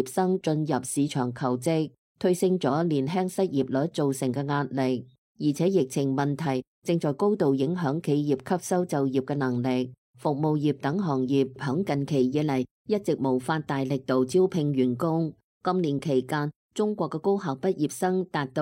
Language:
Cantonese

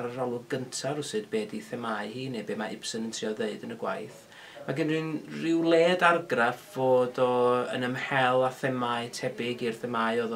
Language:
Welsh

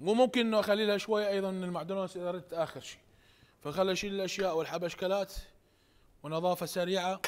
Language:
Mesopotamian Arabic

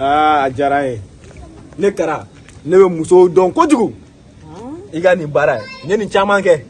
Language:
Bambara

